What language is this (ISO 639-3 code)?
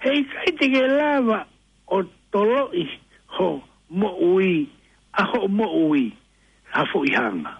ton